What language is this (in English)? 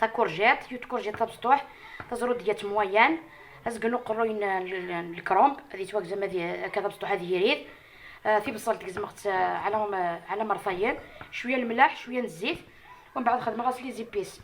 Algerian Arabic